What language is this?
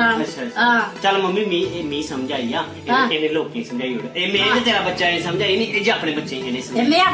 Dogri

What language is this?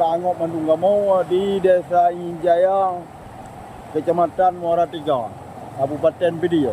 Achinese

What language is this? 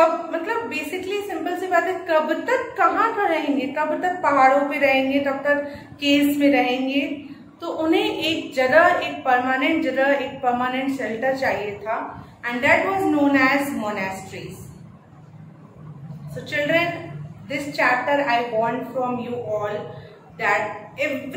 Hindi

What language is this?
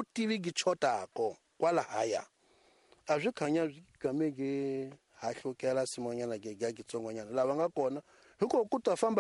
Tsonga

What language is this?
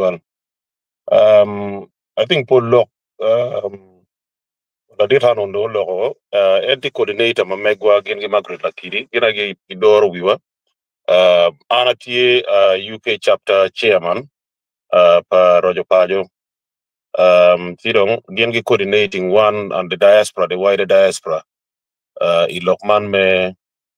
Acoli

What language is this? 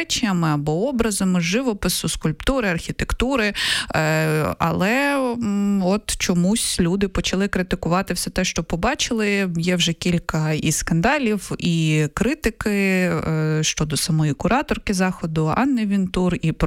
Ukrainian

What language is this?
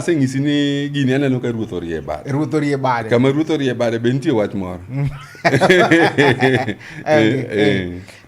Luo (Kenya and Tanzania)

